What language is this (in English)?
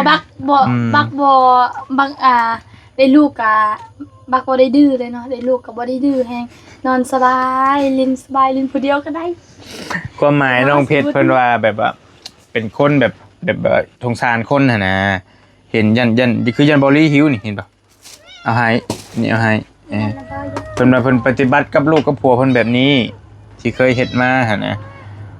Northeastern Thai